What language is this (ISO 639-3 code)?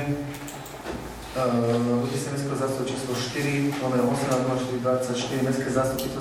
slk